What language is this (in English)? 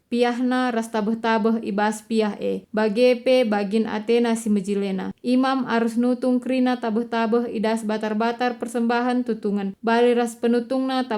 Batak Karo